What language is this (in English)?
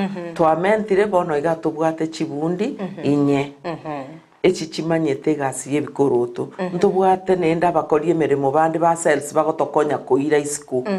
Gusii